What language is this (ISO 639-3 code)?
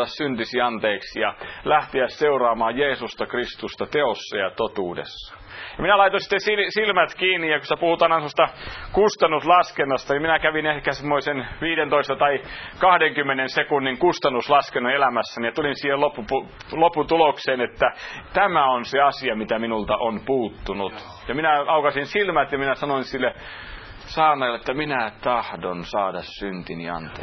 fin